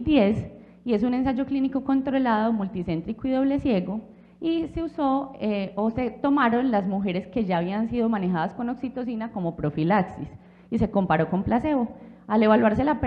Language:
Spanish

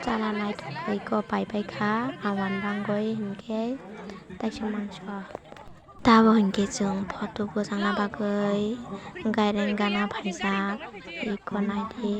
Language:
Kok Borok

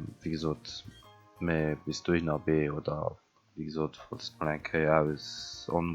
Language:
Luxembourgish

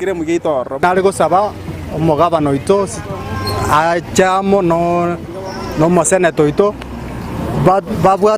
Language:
Gusii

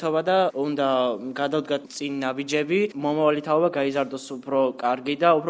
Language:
Georgian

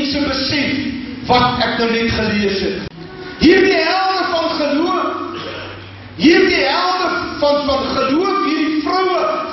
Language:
Afrikaans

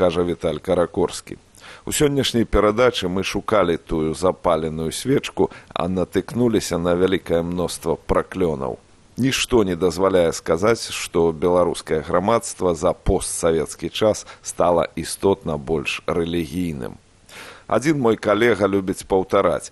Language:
Belarusian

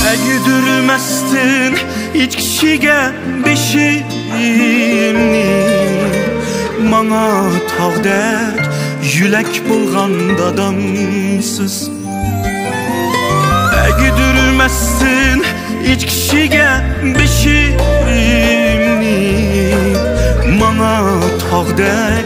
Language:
Uyghur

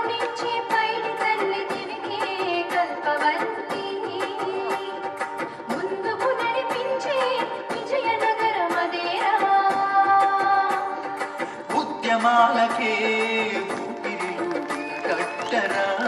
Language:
Telugu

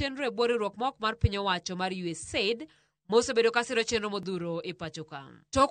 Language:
Luo (Kenya and Tanzania)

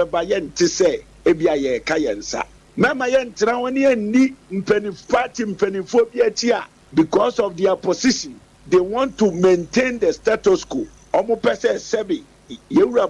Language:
Akan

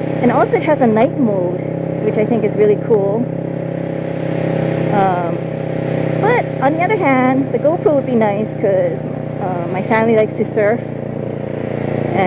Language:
English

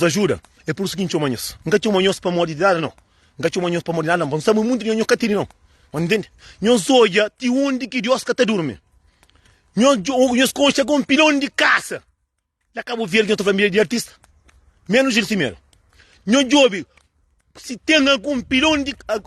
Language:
Kabuverdianu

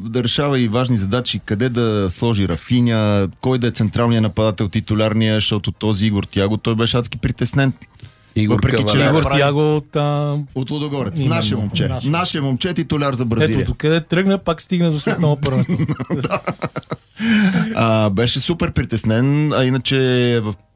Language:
Bulgarian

